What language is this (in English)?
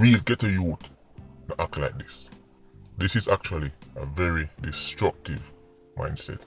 Jamaican Creole English